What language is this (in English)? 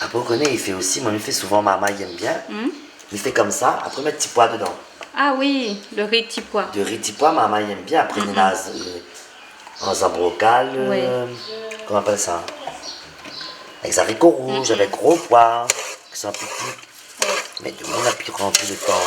Réunion Creole French